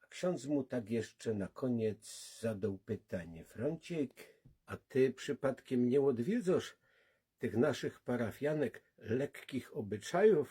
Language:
Silesian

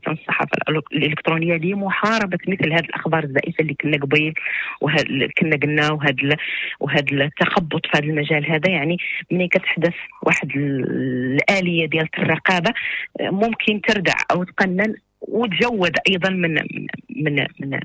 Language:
Moroccan Arabic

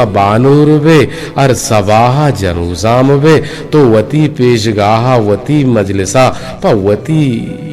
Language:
Eastern Balochi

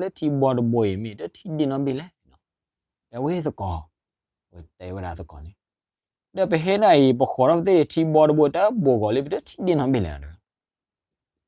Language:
S'gaw Karen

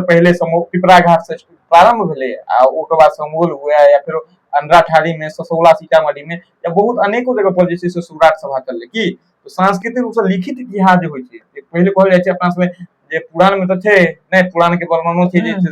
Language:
Maithili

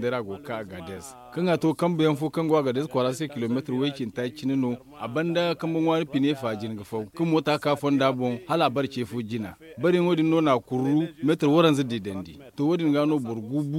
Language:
Zarma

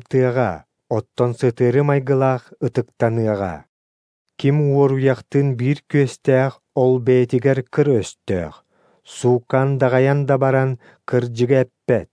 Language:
Yakut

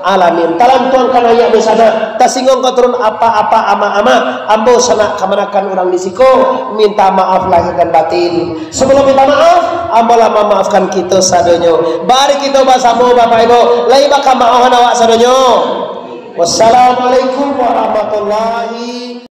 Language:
Minangkabau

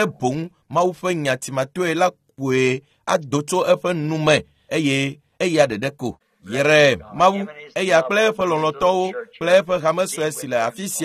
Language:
Ewe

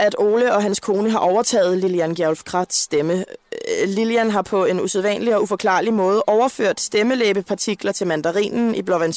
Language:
Danish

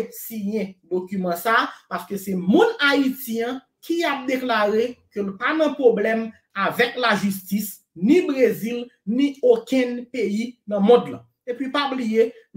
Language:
Haitian Creole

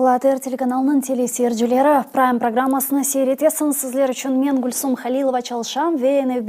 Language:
Crimean Tatar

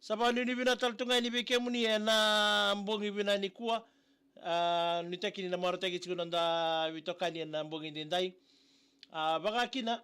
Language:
Fijian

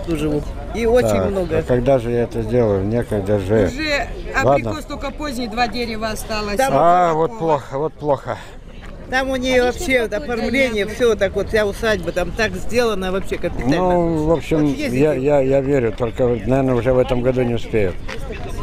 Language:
Russian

